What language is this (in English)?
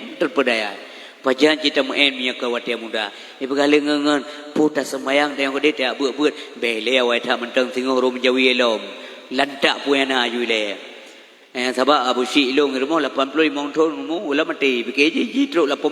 Achinese